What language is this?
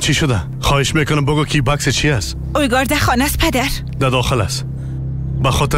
Persian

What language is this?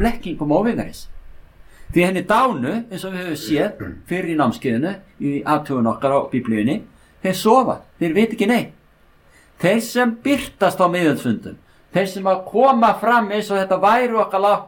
Icelandic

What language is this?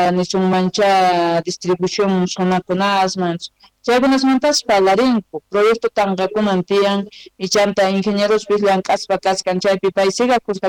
Quechua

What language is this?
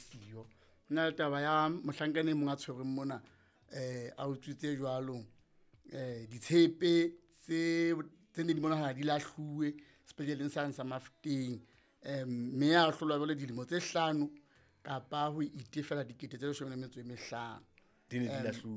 Southern Sotho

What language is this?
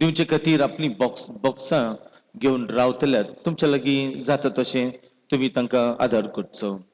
Konkani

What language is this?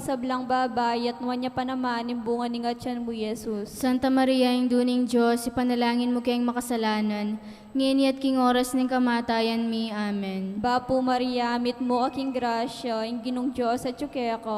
Pampanga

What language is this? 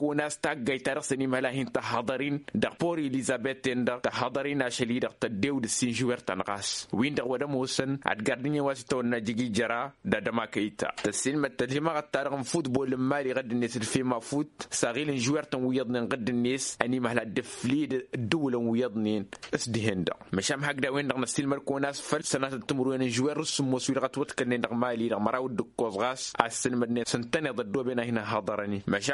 Tamasheq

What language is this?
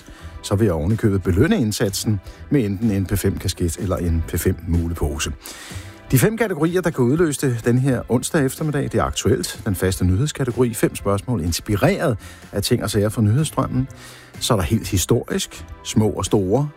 Danish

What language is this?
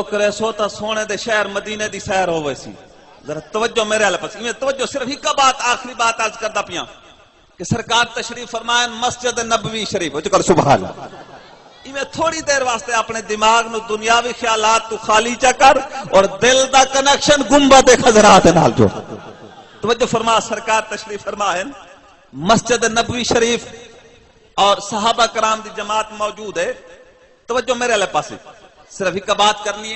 Saraiki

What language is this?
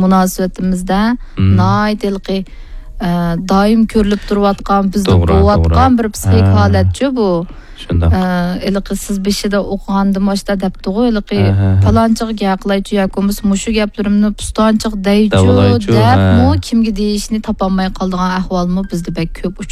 Uyghur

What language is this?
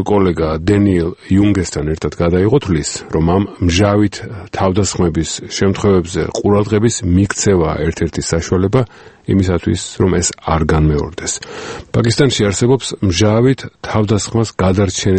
Georgian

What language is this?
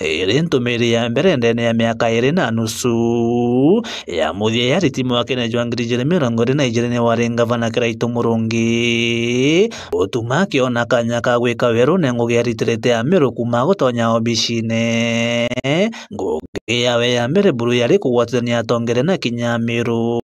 Meru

